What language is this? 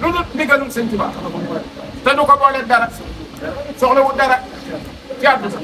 Wolof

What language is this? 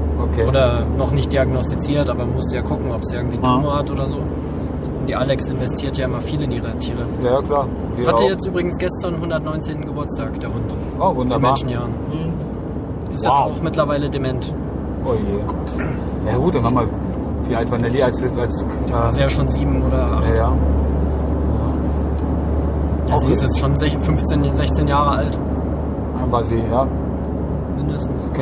German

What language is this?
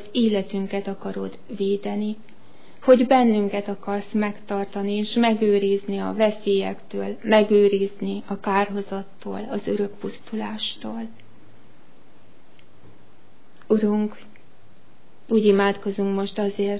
Hungarian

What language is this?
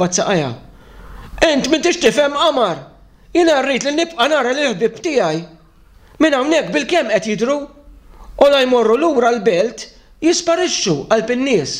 Maltese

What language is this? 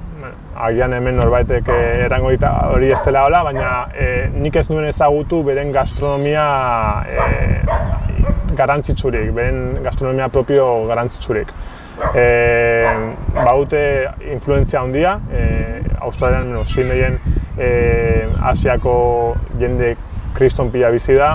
Basque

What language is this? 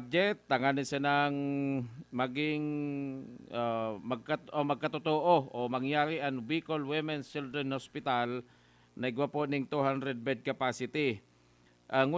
Bikol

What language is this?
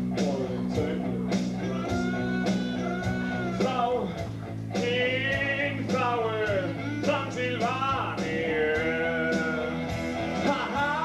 Icelandic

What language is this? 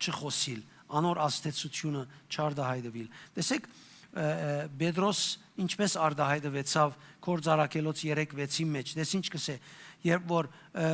Western Armenian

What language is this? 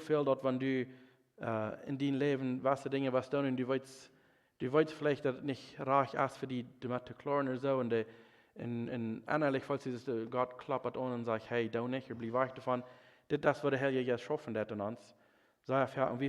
Plautdietsch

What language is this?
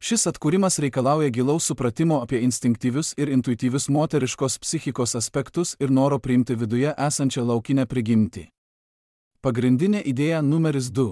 Lithuanian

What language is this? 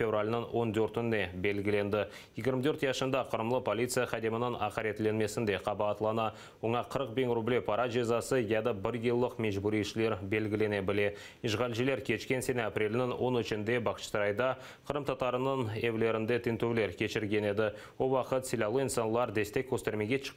Crimean Tatar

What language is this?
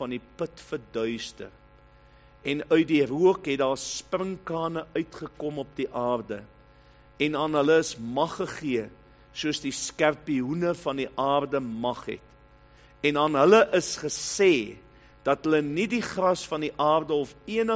Afrikaans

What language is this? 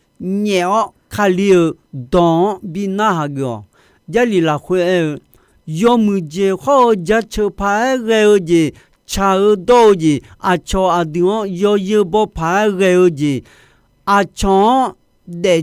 Akha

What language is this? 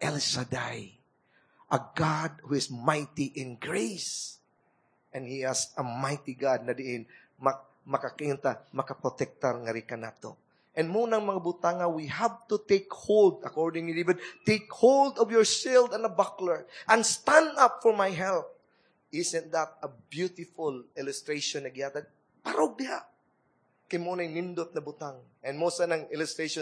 Cebuano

